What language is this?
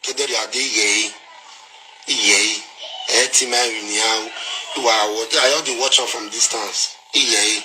Nigerian Pidgin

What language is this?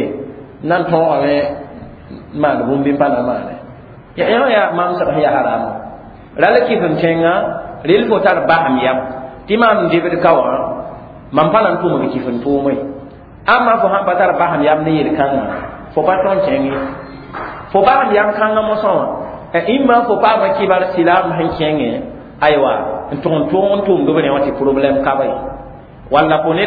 Mossi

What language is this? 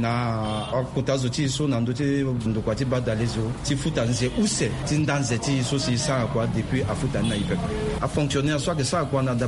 Sango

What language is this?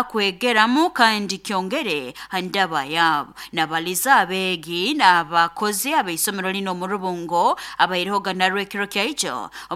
Nyoro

